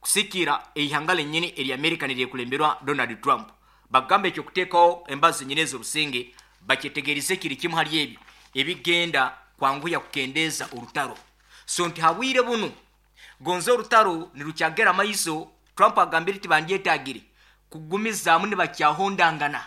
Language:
Nyoro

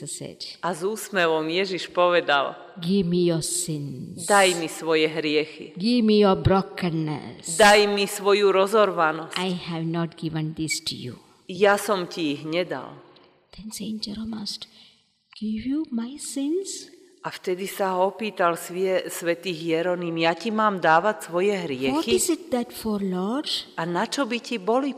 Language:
Slovak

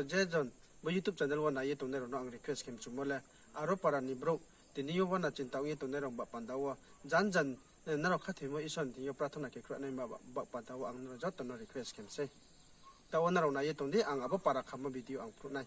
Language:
Riang (India)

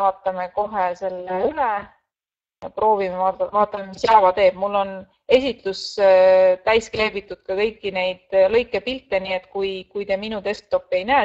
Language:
Estonian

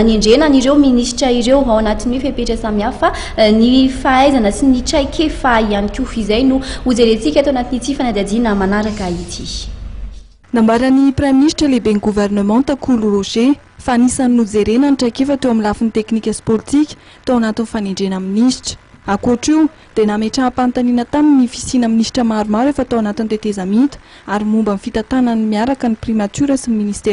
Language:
Malagasy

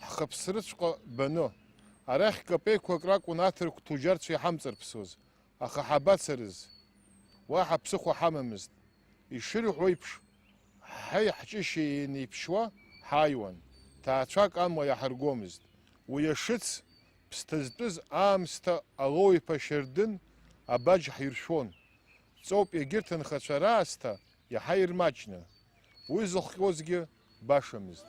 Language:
Abkhazian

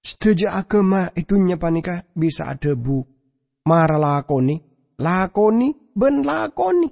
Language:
Madurese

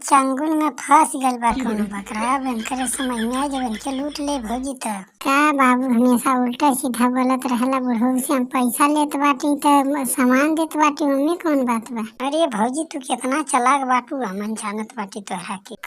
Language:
Bhojpuri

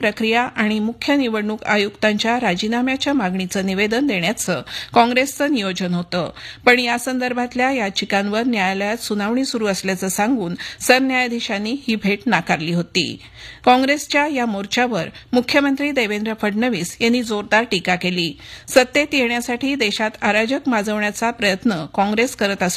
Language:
Marathi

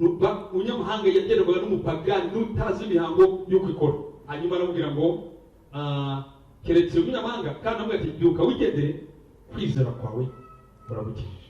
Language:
Kinyarwanda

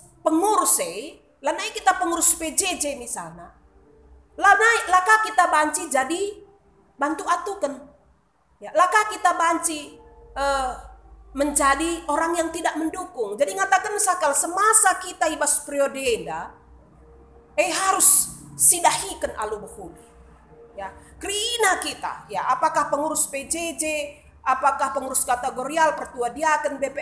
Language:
Batak Karo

